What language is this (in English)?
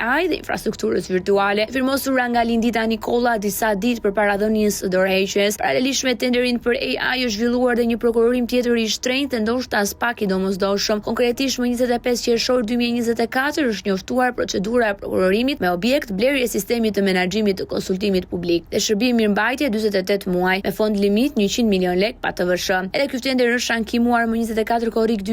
Albanian